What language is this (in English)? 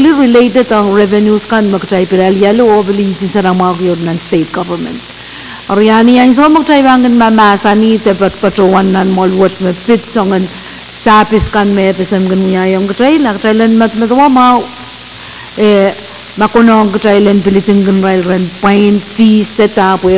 Pohnpeian